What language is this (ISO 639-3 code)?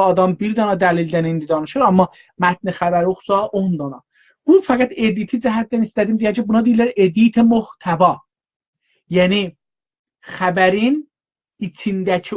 azb